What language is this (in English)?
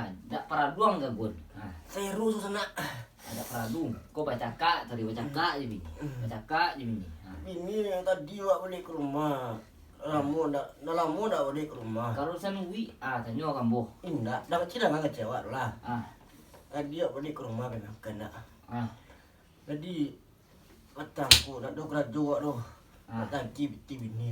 Minangkabau